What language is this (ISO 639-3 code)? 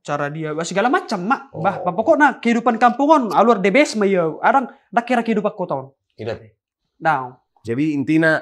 bbc